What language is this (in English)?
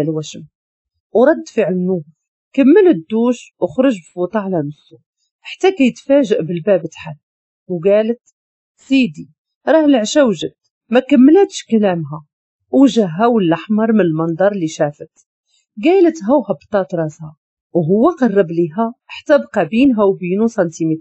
Moroccan Arabic